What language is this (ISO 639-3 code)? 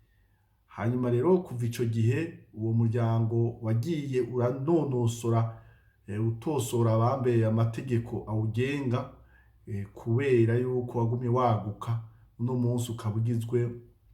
run